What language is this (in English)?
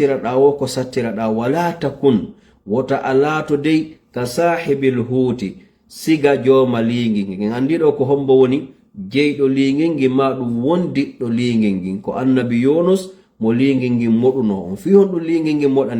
Fula